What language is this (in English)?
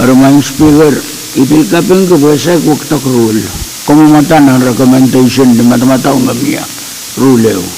Pohnpeian